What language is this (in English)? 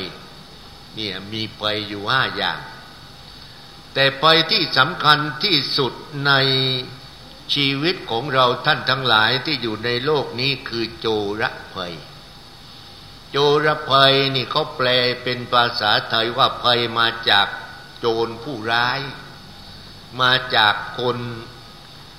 Thai